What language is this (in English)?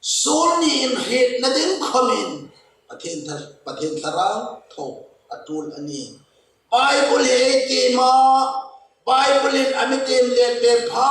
Hmar